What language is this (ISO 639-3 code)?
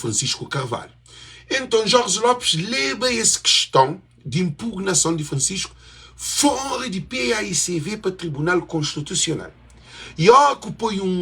kea